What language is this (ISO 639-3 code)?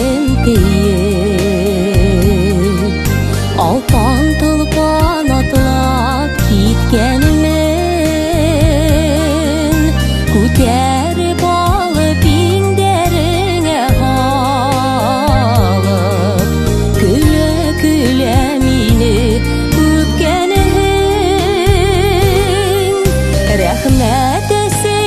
bak